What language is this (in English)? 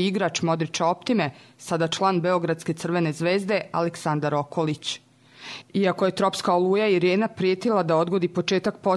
Croatian